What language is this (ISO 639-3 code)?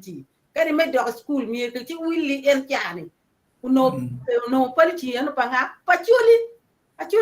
ach